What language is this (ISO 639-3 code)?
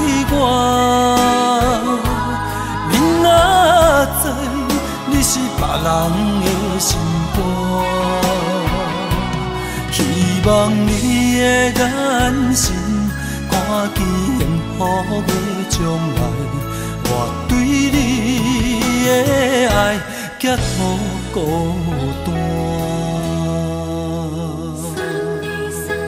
nan